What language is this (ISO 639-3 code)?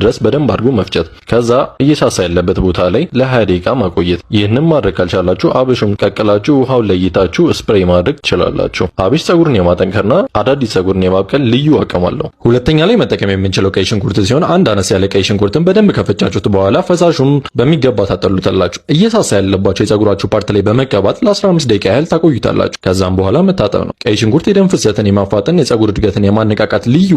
amh